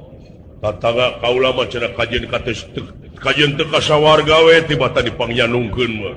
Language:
Sundanese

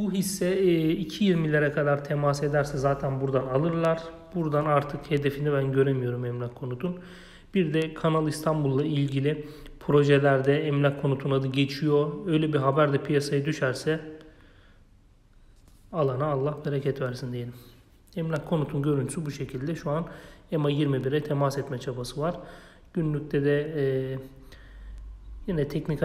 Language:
Turkish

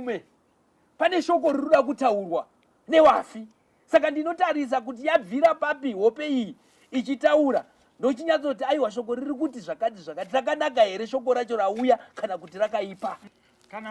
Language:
Shona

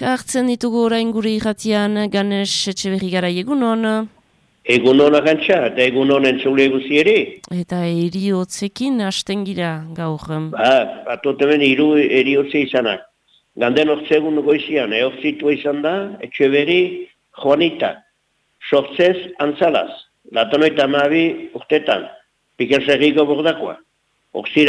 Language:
Basque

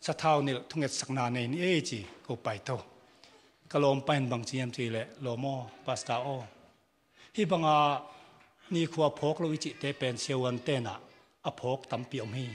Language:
Tedim Chin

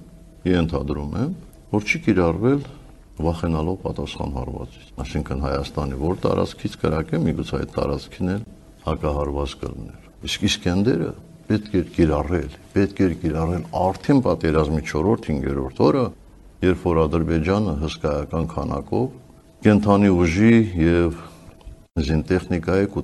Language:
Armenian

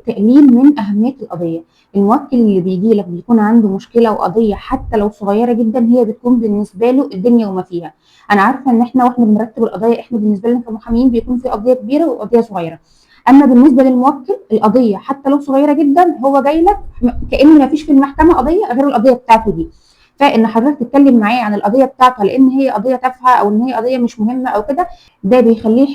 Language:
Egyptian Arabic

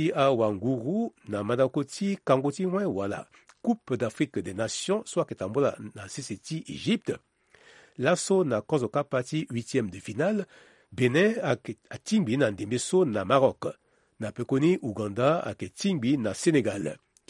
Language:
Sango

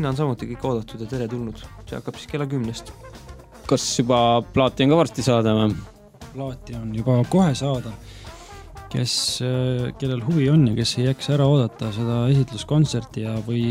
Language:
Estonian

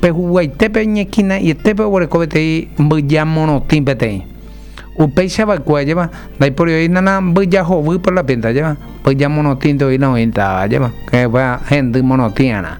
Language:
Guarani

